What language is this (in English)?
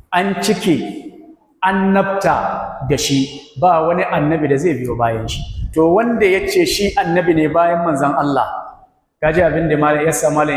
Hausa